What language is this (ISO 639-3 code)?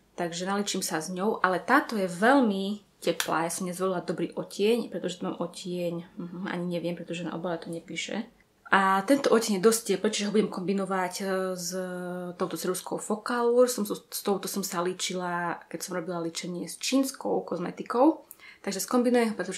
slk